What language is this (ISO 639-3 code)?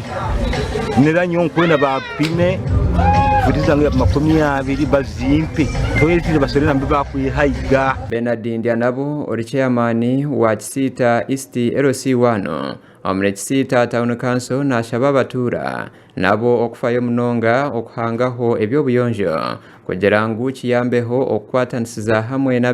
nyn